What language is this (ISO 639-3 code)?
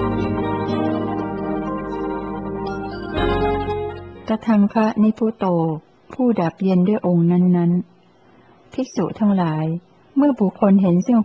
tha